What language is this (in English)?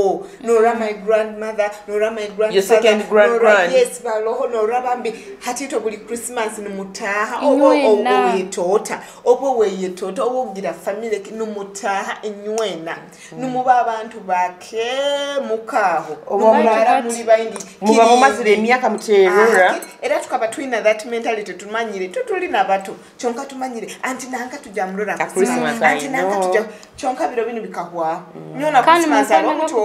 Nyoro